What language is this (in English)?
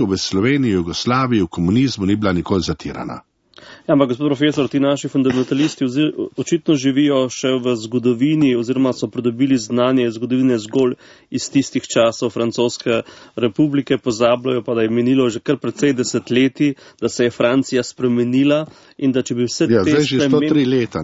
Slovenian